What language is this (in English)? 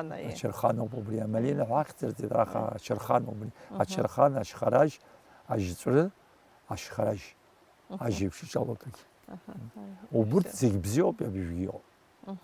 Abkhazian